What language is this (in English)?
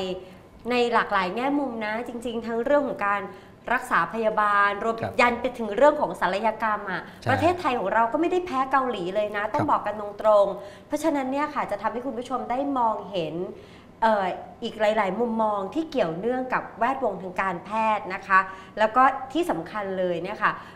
Thai